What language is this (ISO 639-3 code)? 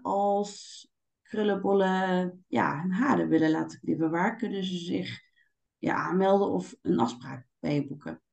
nld